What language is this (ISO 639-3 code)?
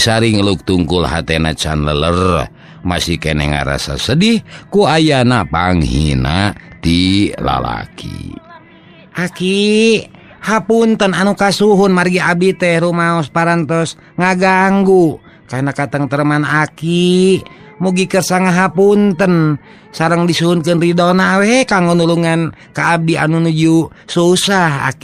sun